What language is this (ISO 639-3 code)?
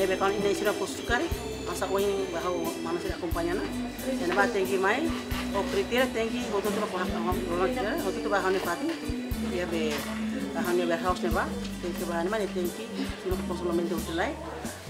tet